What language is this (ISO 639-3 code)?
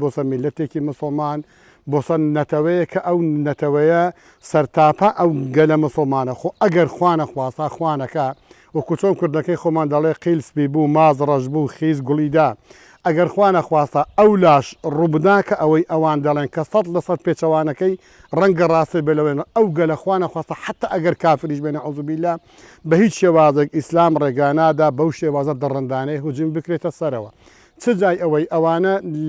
ckb